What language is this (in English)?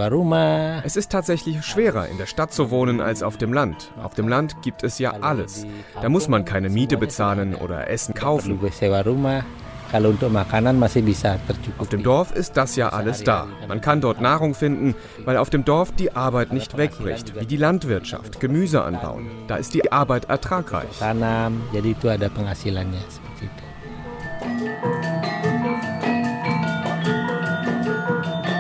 German